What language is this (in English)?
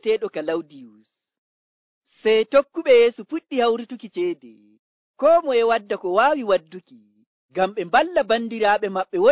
Nigerian Fulfulde